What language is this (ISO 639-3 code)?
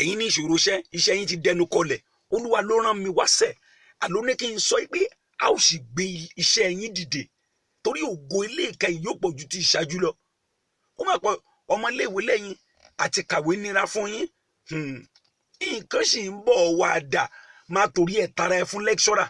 yor